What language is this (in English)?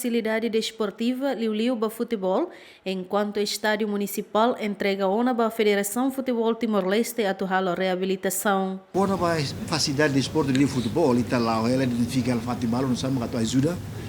Tetum